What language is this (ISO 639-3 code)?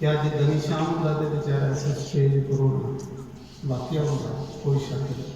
doi